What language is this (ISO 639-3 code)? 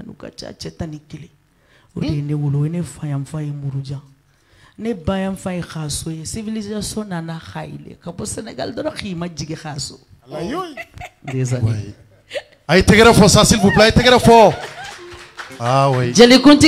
bam